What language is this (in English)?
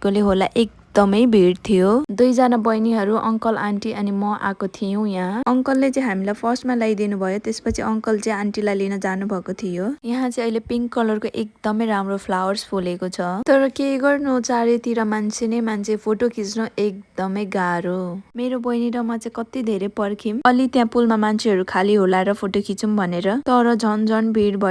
Nepali